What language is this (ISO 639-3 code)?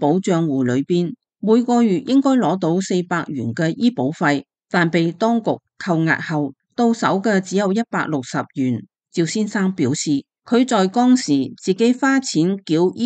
yue